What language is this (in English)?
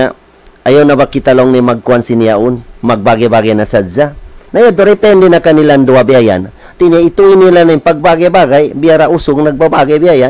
Tausug